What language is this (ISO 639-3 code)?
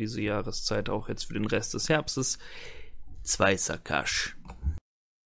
deu